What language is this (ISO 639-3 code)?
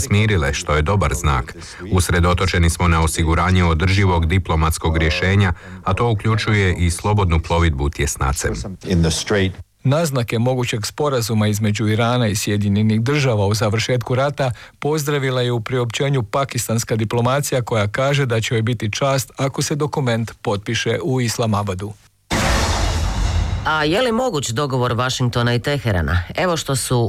hrv